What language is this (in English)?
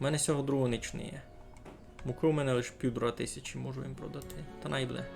Rusyn